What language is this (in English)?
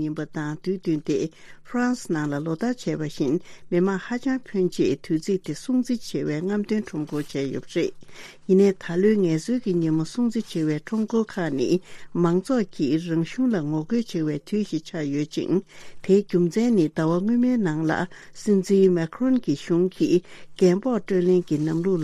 Tibetan